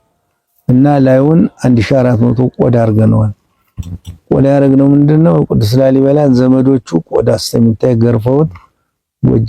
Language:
Amharic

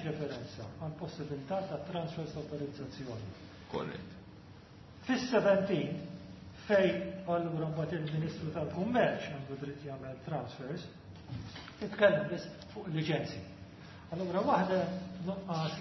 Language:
Maltese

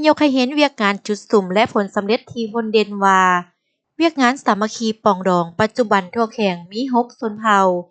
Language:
Lao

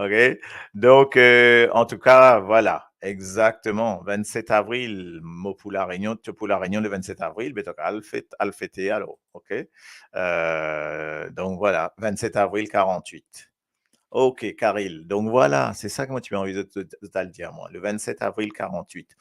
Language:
Morisyen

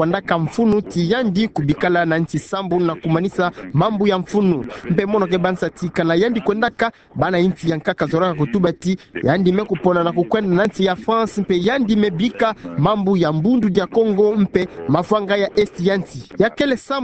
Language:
Kituba (Democratic Republic of Congo)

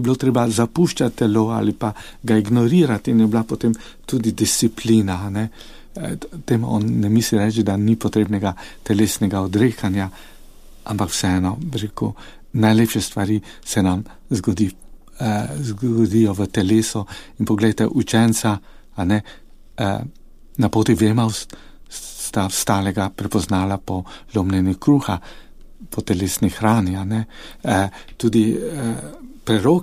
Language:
Slovenian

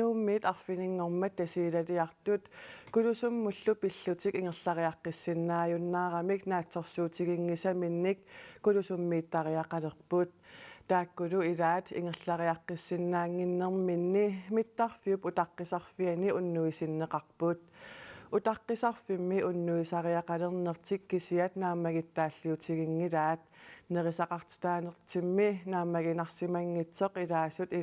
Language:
Kalaallisut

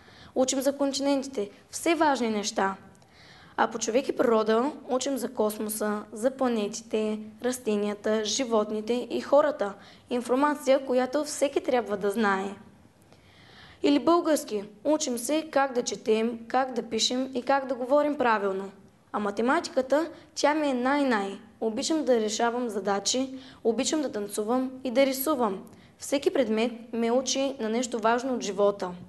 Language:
Bulgarian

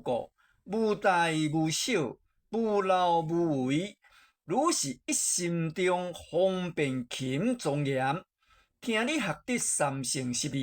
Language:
Min Nan Chinese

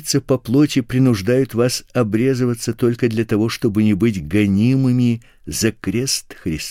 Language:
Russian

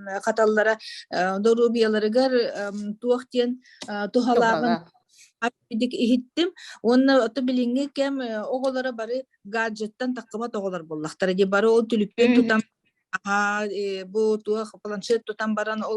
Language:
Yakut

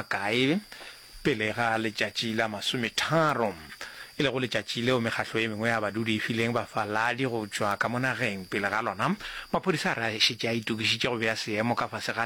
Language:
Northern Sotho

